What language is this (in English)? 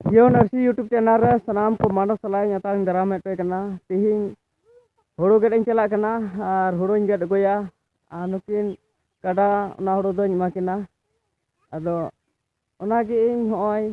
Santali